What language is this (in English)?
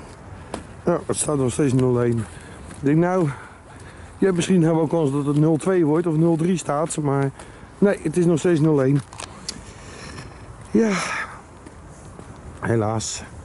Dutch